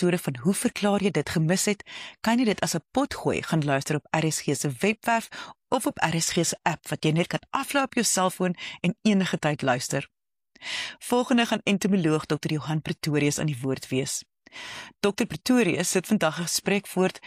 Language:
Afrikaans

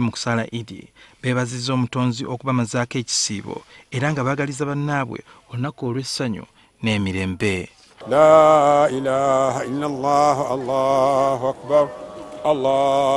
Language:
Ganda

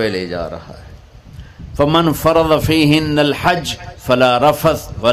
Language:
Urdu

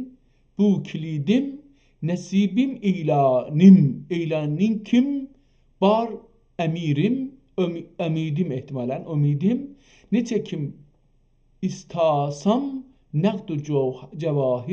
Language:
South Azerbaijani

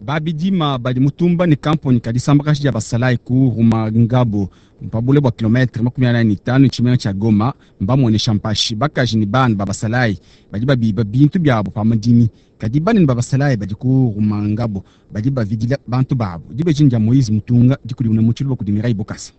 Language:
Luba-Lulua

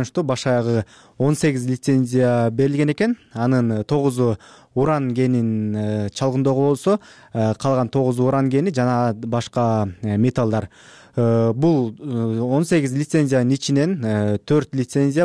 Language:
Kyrgyz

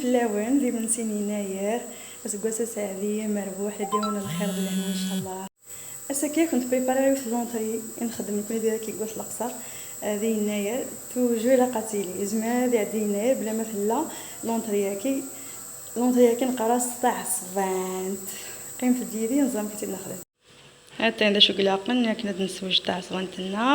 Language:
Kabyle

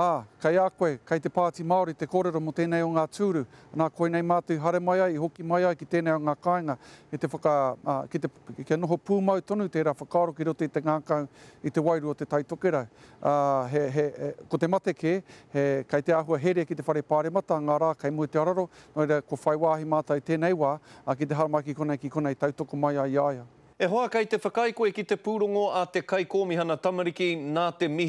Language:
Māori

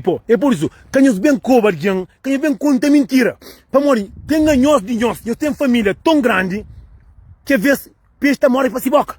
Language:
Kabuverdianu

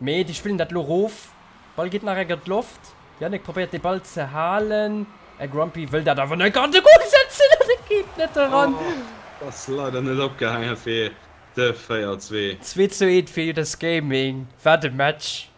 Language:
Luxembourgish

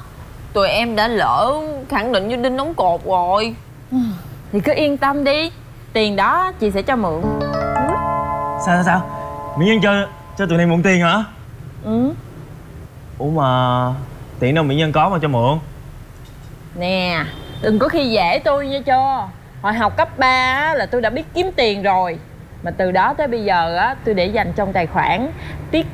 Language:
Vietnamese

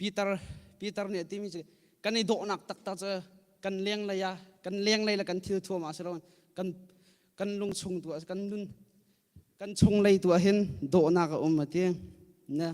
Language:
Hakha Chin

